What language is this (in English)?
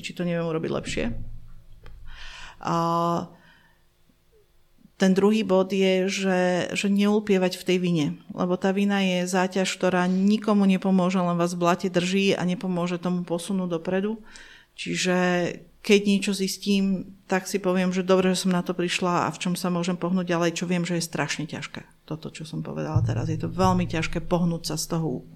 Slovak